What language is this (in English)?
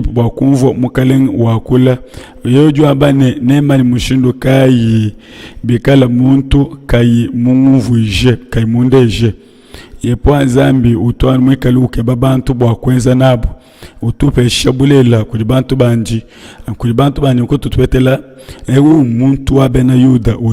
Luba-Lulua